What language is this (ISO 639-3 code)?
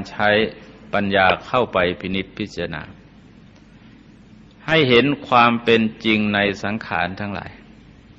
tha